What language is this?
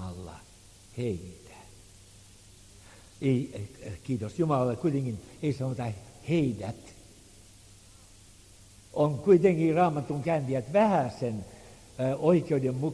Finnish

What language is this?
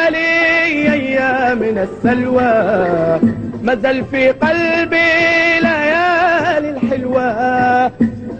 Arabic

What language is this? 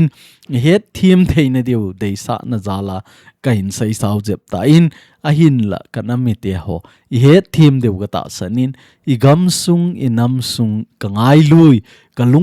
Thado Chin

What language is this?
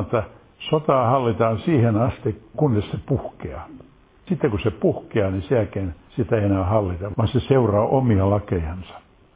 Finnish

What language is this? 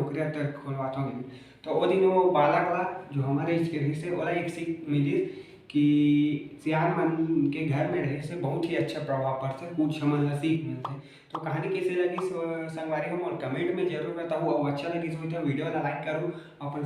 Chhattisgarhi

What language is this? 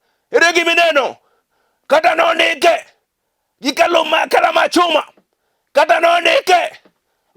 Luo (Kenya and Tanzania)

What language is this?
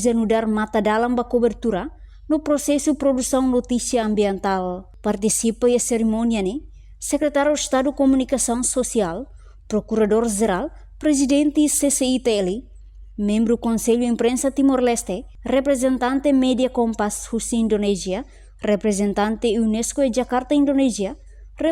Tetum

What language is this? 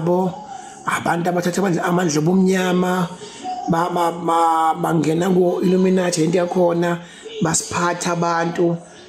Zulu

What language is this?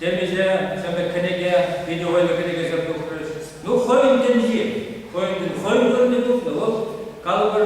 Chuvash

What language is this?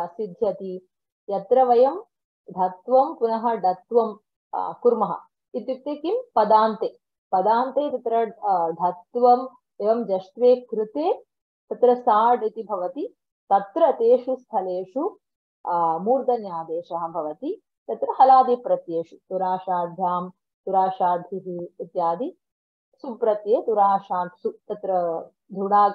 Sanskrit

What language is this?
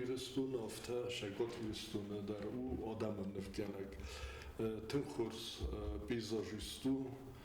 Ossetic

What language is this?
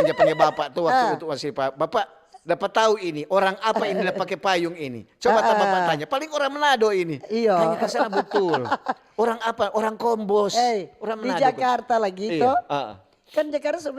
Manado Malay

